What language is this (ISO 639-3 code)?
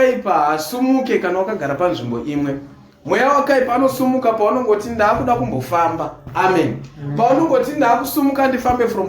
sna